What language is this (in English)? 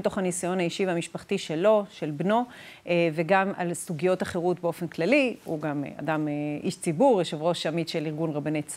Hebrew